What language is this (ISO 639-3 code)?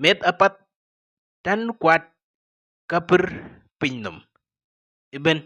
din